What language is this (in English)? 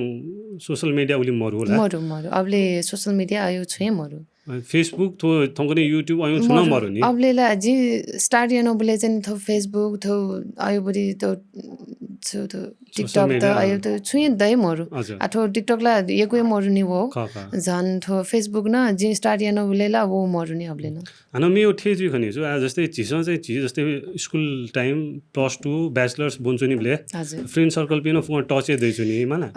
Newari